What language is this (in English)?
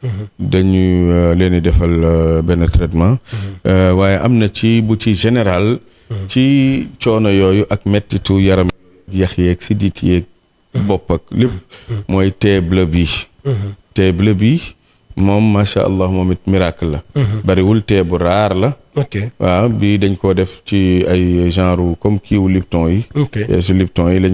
Wolof